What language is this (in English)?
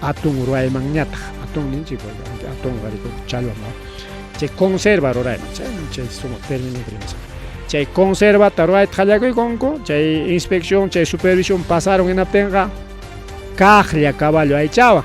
Ayacucho Quechua